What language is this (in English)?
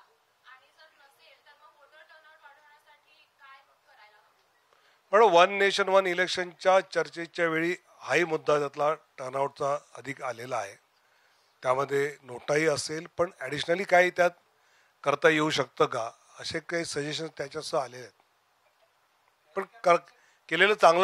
Marathi